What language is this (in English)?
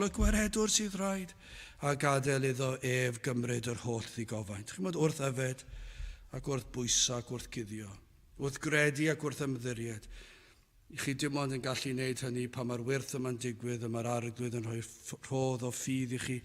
Welsh